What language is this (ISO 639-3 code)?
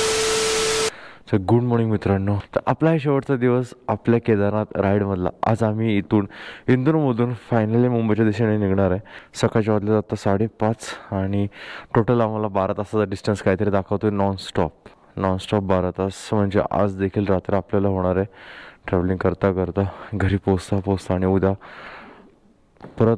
mar